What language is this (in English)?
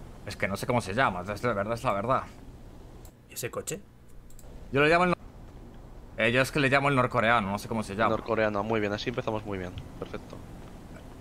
Spanish